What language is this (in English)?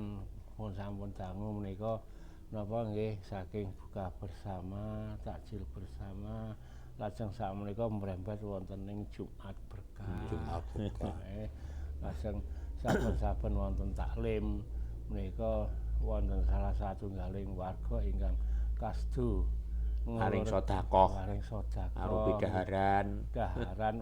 Javanese